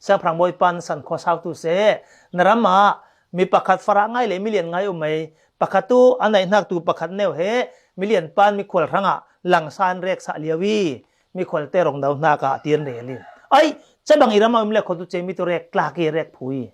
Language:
Falam Chin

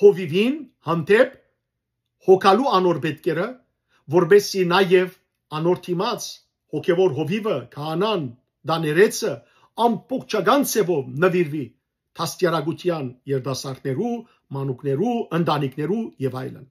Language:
Western Armenian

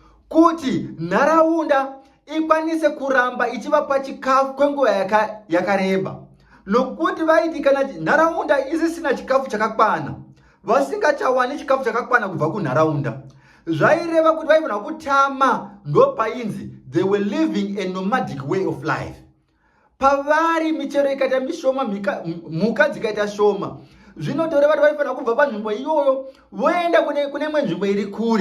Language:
Shona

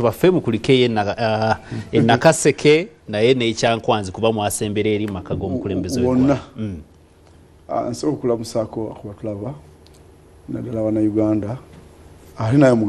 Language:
Ganda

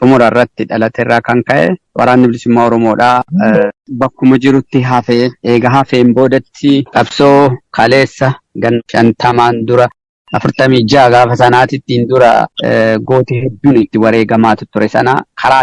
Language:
Oromo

